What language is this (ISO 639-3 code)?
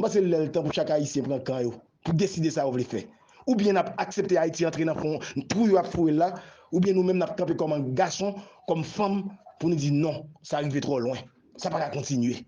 hat